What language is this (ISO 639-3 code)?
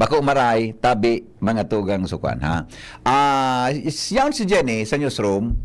bik